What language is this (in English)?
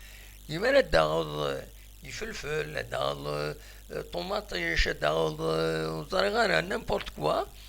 Kabyle